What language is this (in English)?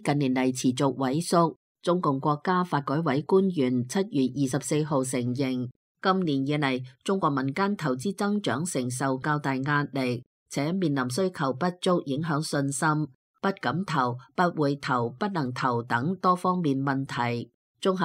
Cantonese